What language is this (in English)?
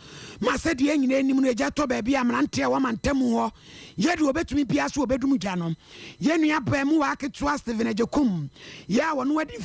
Akan